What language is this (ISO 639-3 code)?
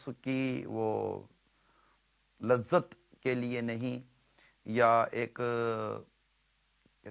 urd